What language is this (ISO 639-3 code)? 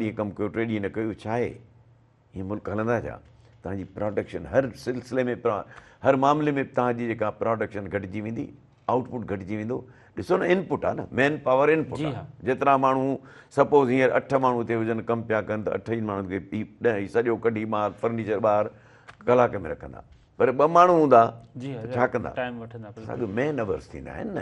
snd